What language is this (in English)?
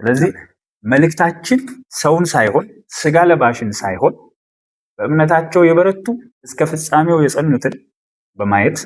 Amharic